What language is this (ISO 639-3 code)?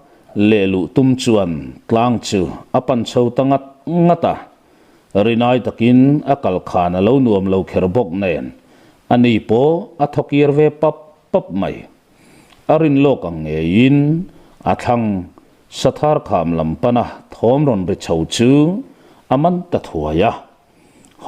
lus